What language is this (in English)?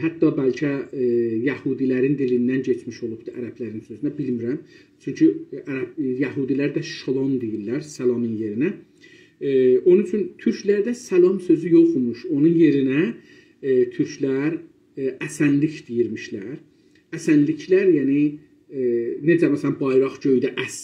South Azerbaijani